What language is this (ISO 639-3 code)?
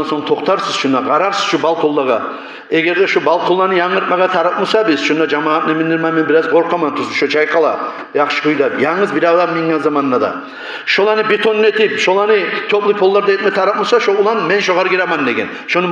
kum